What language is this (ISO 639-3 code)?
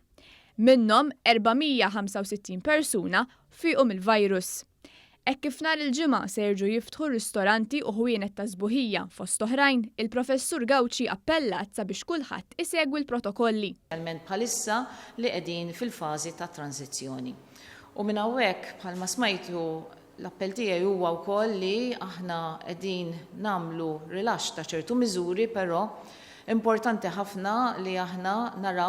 mlt